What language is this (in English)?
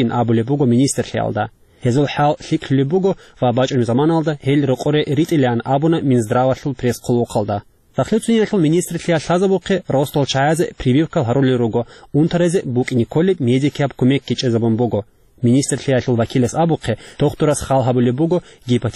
Avaric